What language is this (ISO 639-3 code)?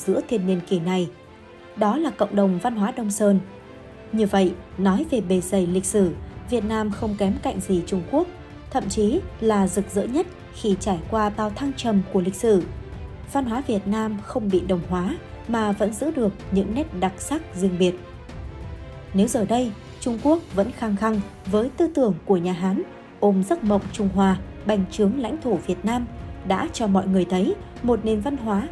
vie